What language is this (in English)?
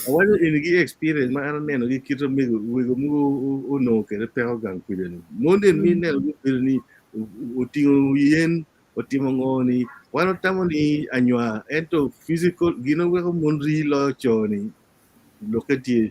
Acoli